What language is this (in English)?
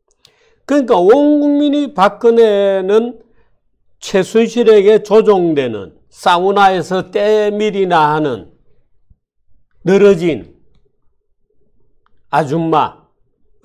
Korean